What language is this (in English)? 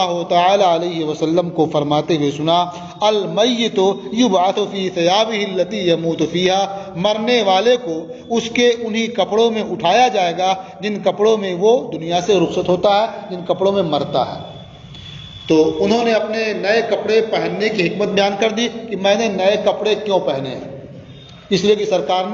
Urdu